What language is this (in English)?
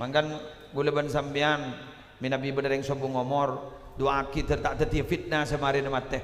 Madurese